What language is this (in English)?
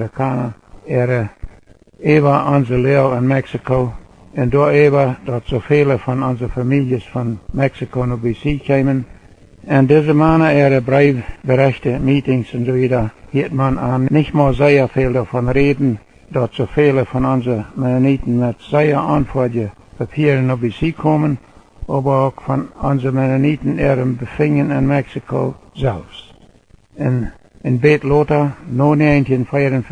Plautdietsch